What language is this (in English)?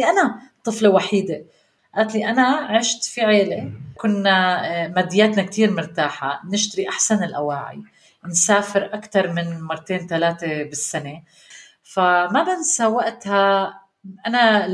North Levantine Arabic